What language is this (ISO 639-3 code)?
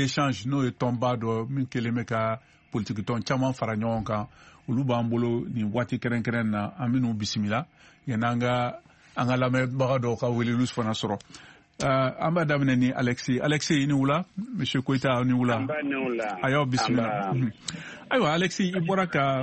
bam